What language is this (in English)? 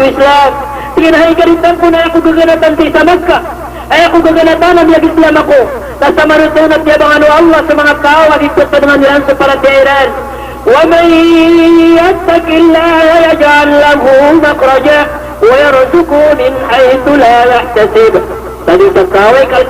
Maranao